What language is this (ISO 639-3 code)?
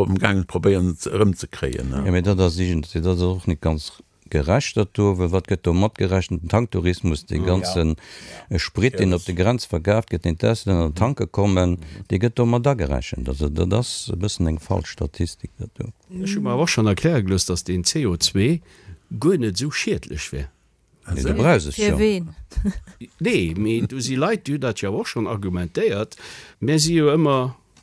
ltz